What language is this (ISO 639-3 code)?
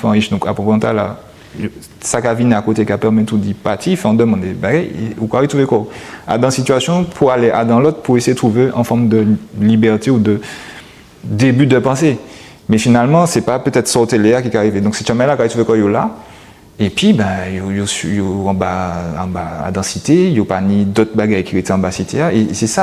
gcf